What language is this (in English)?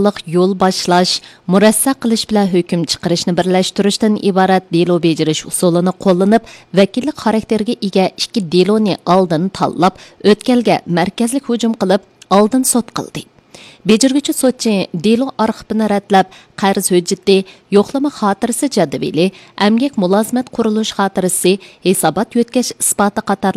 Uyghur